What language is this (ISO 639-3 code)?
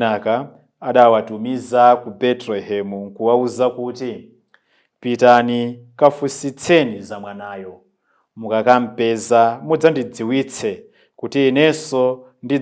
nya